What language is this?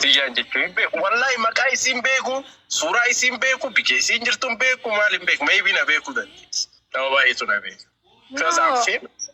Oromo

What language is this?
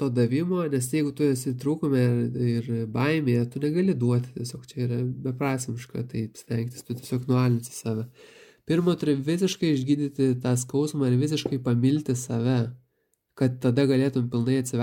Lithuanian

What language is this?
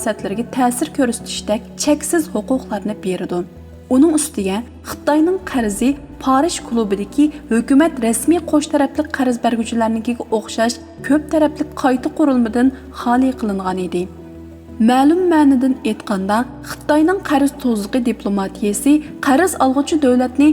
Uyghur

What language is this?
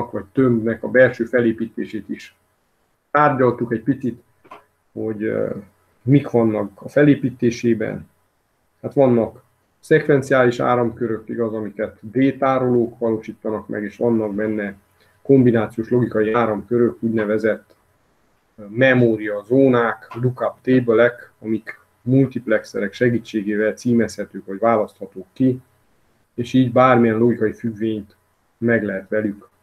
Hungarian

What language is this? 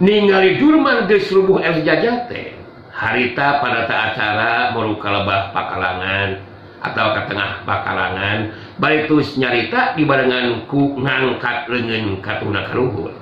Sundanese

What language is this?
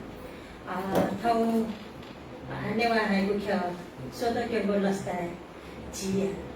Newari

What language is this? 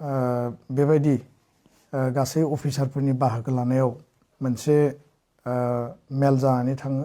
Bodo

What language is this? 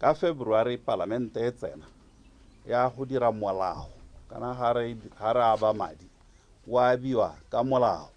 Tswana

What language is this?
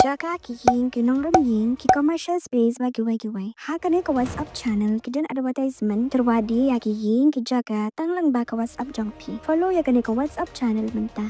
Khasi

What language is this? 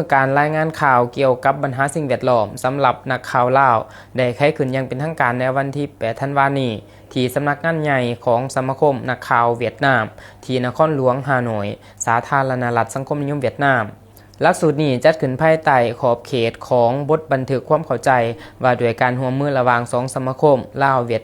Lao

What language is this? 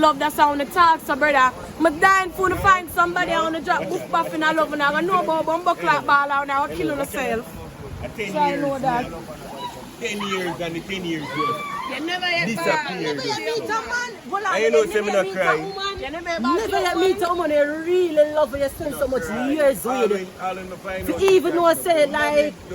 Jamaican Creole English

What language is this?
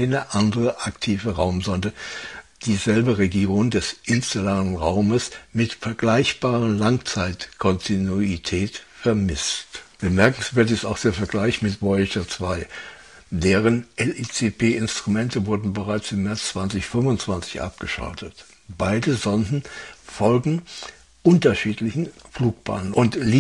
German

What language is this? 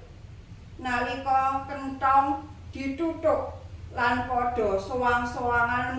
Javanese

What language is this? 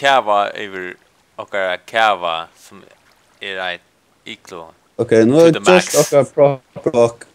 Faroese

